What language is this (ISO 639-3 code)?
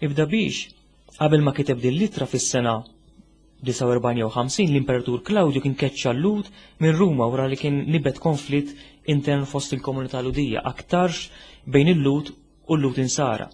mlt